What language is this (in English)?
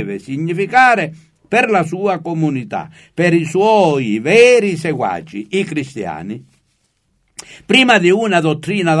Italian